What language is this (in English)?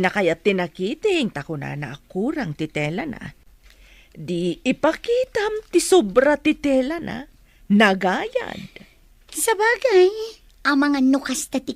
Iloko